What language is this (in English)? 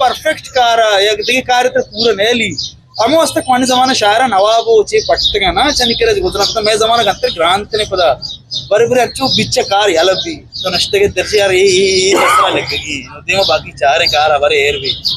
Eastern Balochi